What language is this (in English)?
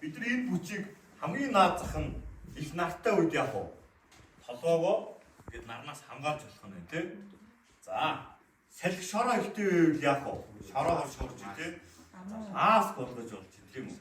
Mongolian